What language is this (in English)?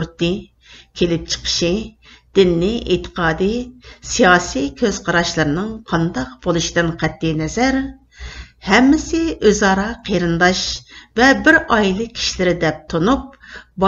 Uyghur